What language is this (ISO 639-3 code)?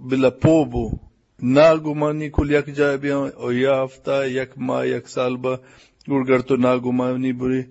bgp